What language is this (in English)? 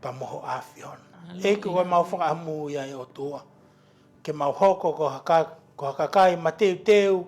Tongan